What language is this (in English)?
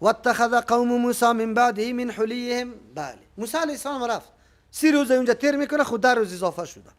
Persian